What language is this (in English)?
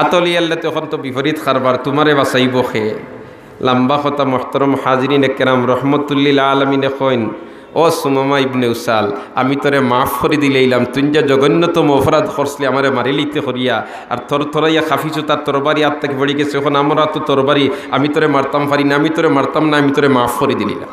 Sylheti